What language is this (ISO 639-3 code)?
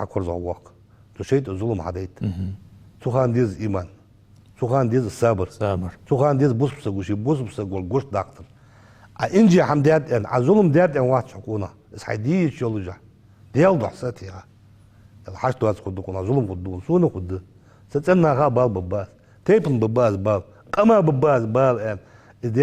inh